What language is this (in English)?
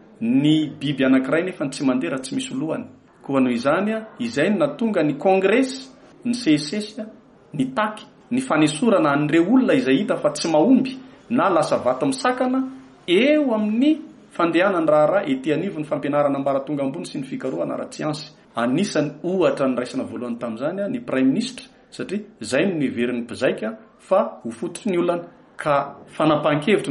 Malagasy